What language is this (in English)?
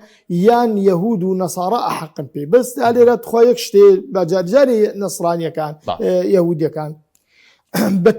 Central Kurdish